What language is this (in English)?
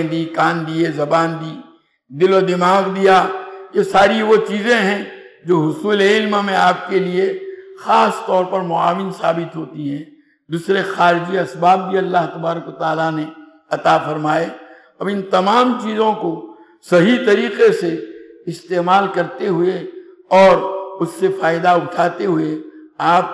Urdu